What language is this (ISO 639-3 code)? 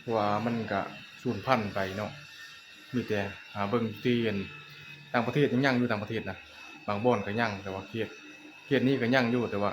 lao